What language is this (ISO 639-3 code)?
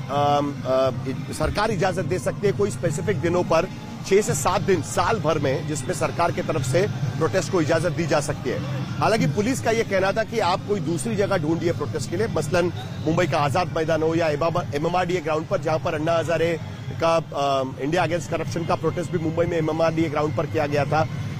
hin